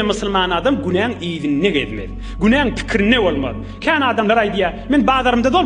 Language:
Turkmen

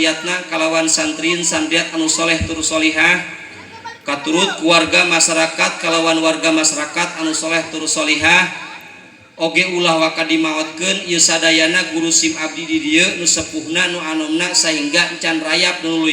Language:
Sundanese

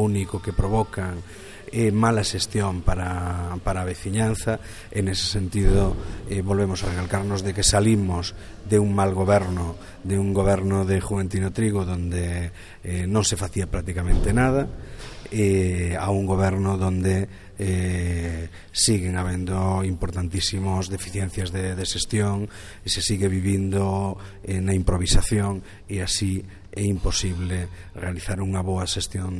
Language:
Galician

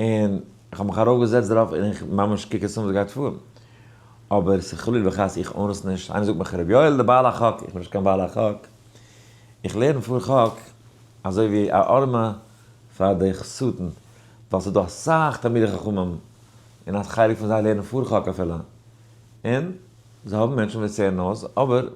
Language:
Yiddish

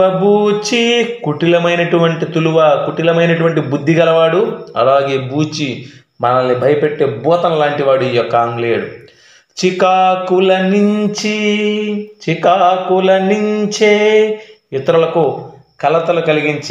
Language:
Telugu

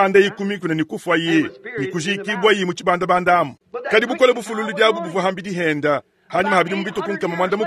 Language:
Luba-Lulua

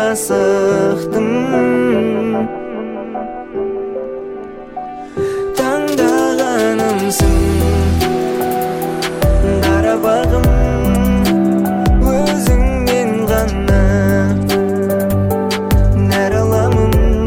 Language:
Kazakh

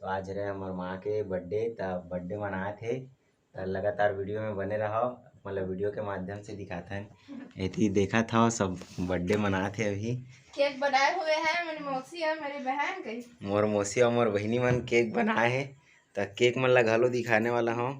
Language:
Chhattisgarhi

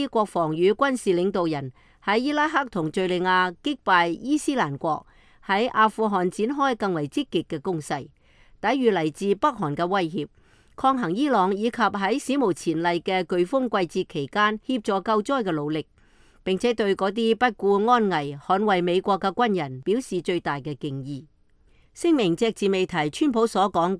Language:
Cantonese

